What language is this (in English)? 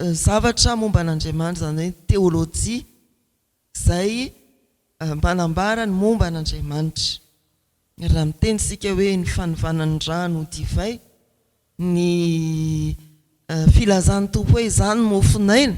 Malagasy